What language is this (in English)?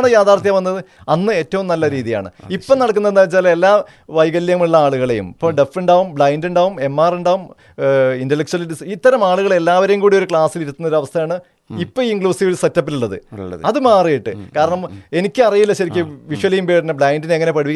Malayalam